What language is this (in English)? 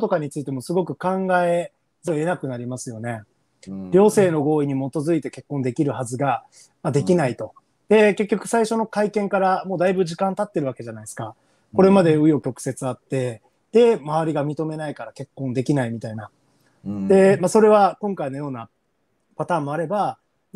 Japanese